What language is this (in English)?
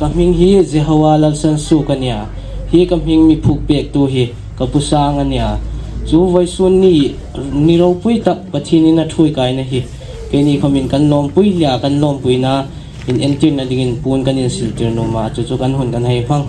Hmar